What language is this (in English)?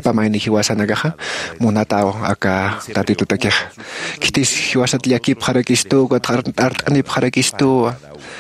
Aymara